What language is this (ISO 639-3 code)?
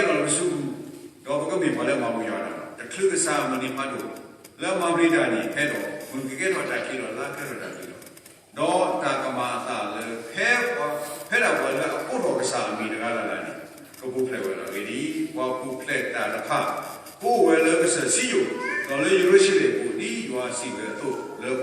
ksw